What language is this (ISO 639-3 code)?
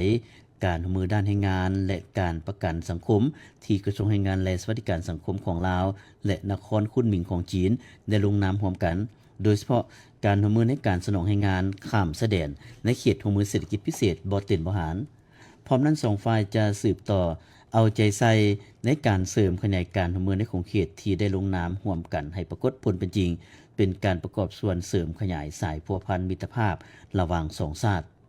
lao